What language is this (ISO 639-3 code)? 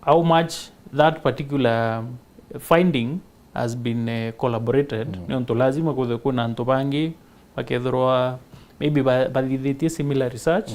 mer